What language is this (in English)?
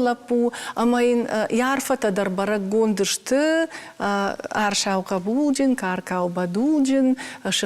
Ossetic